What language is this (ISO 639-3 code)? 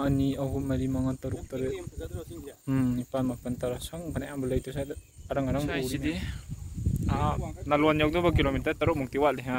mni